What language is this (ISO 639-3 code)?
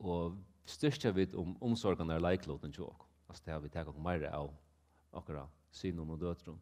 fao